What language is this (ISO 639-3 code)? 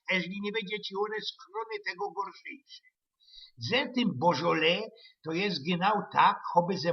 szl